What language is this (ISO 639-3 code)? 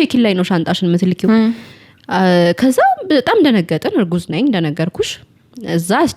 amh